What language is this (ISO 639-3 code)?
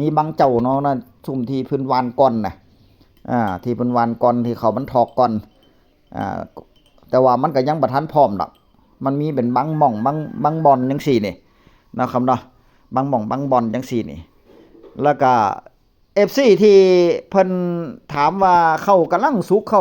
tts